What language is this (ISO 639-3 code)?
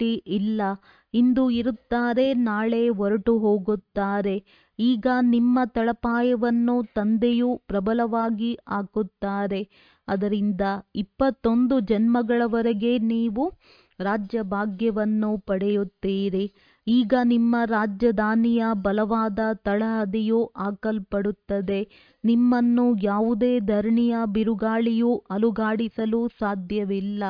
kan